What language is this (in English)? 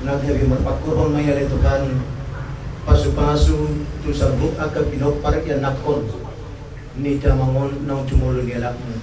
Batak Toba